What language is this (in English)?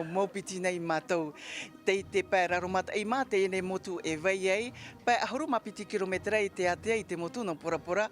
Tahitian